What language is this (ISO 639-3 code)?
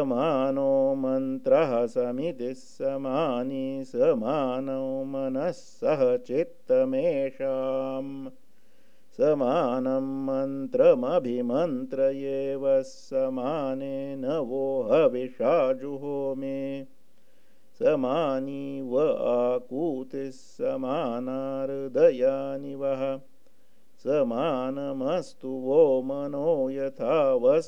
san